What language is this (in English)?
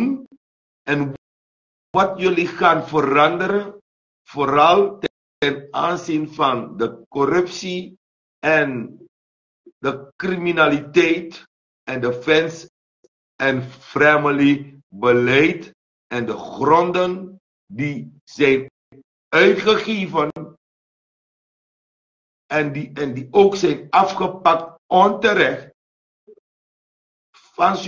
Dutch